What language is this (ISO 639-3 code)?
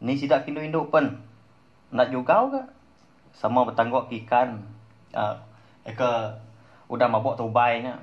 iba